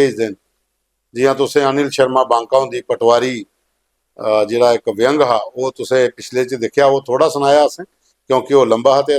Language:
Dogri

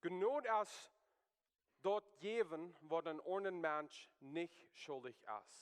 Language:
Plautdietsch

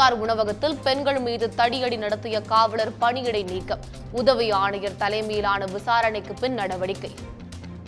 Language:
Tamil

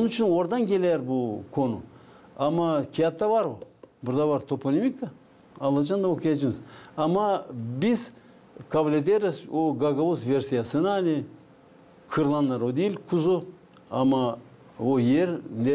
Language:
Gagauz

